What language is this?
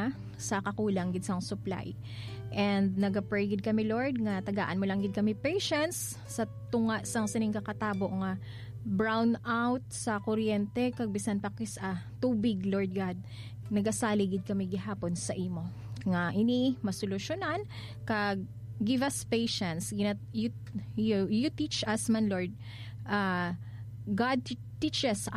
Hiligaynon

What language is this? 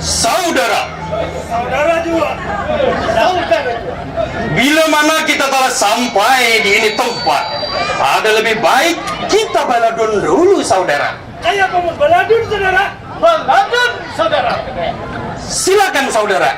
Banjar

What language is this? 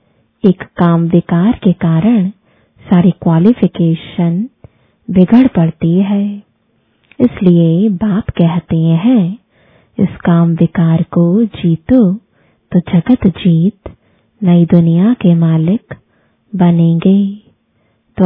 Hindi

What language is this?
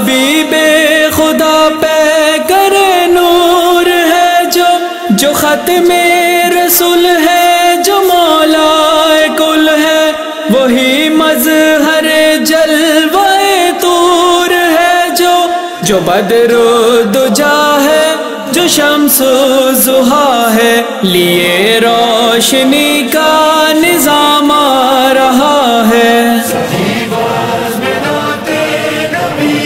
Urdu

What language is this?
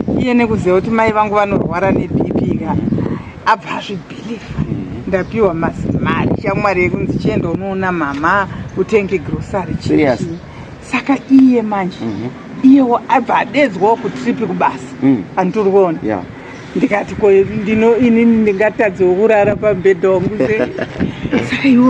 Shona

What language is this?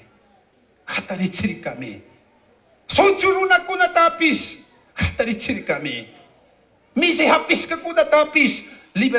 Chimborazo Highland Quichua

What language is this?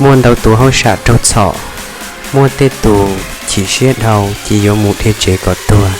Hmong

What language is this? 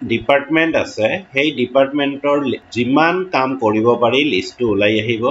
Assamese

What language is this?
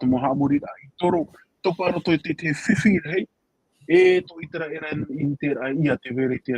Tahitian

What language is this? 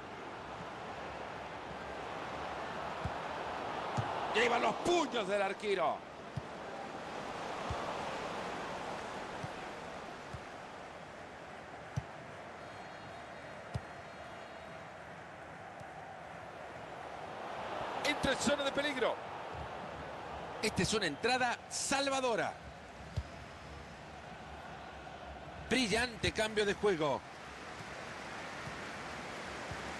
Spanish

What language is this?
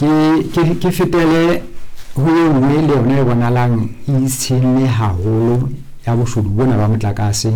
Southern Sotho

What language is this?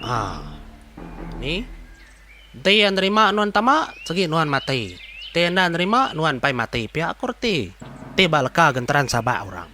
Iban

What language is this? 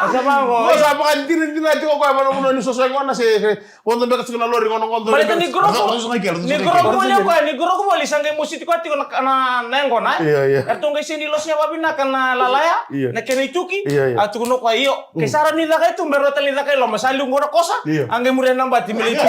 Fijian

